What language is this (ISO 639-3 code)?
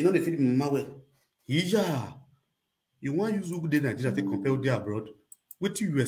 pcm